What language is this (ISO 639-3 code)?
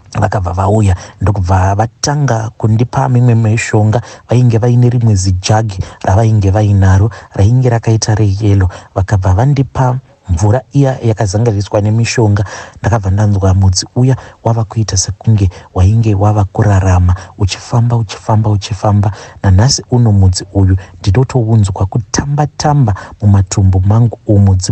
sna